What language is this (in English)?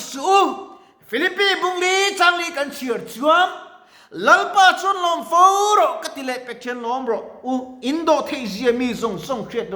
Mizo